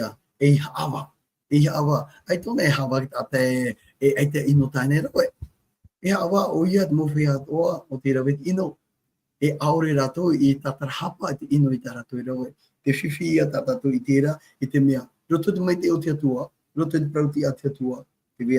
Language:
Tahitian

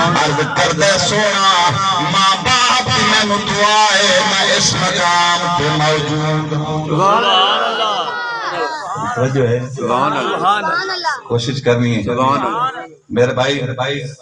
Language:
Saraiki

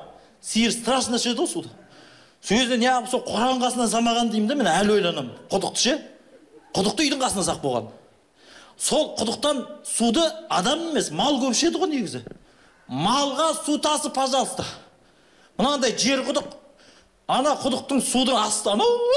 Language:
Kazakh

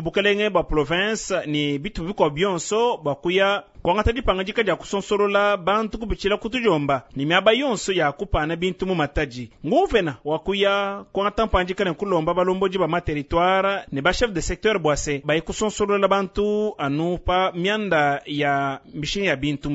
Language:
Luba-Lulua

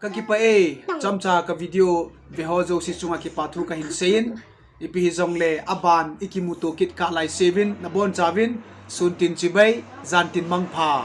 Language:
Thado Chin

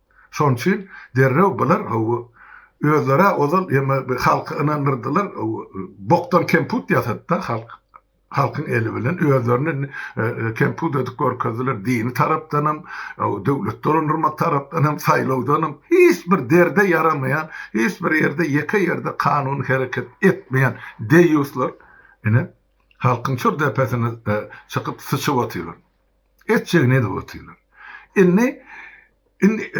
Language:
Turkmen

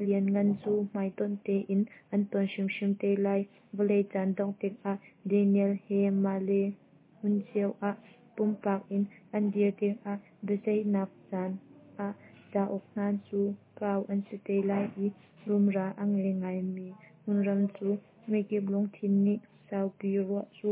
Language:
Hakha Chin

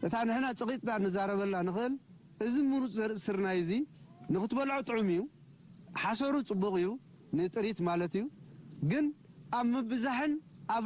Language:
Tigrinya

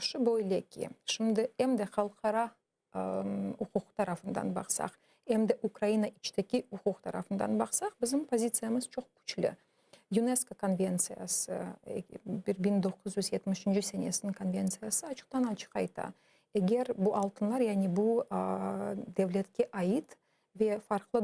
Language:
Crimean Tatar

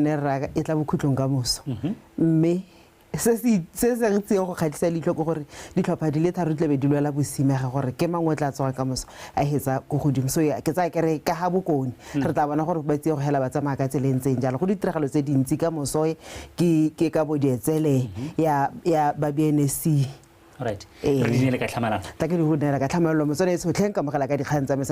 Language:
Tswana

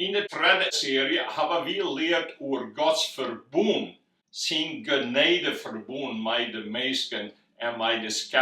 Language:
Western Frisian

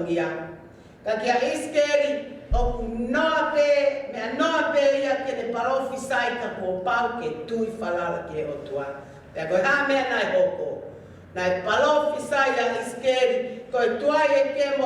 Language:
Tongan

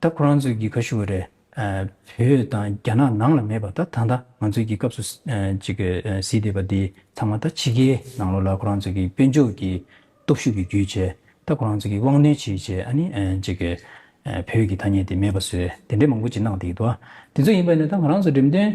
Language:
Tibetan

